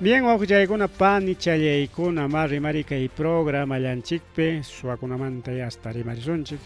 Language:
Ayacucho Quechua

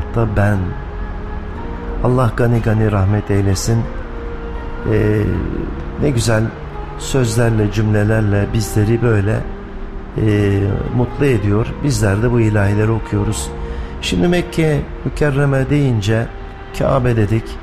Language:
Turkish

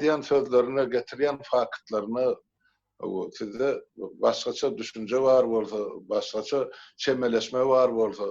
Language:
Turkmen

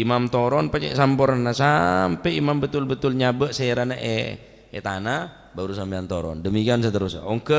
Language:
Madurese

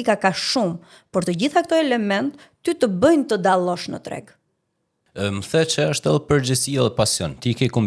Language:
Albanian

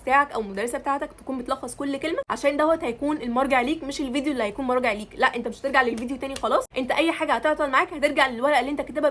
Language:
Egyptian Arabic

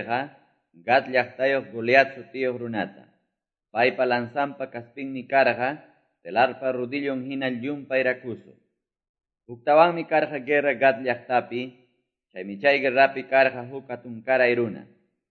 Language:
Quechua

